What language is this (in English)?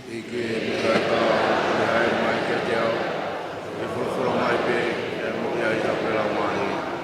Tongan